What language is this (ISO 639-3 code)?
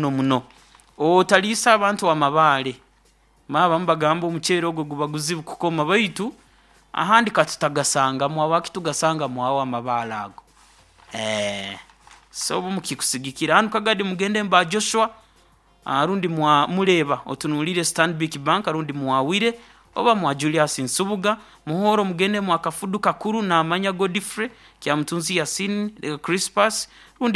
nyo